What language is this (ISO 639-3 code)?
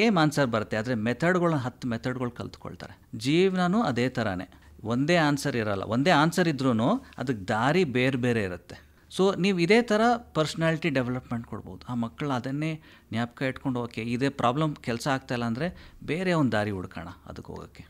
kan